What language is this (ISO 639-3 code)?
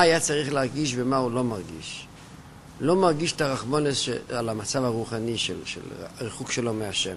heb